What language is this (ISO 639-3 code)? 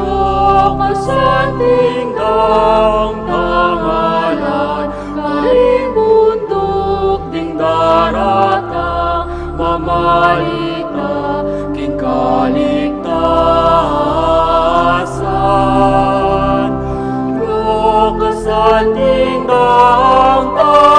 pam